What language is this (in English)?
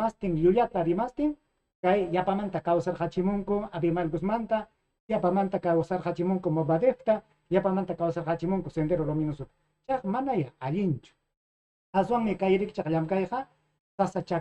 Ayacucho Quechua